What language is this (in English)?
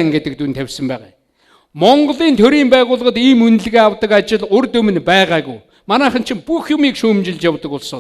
Mongolian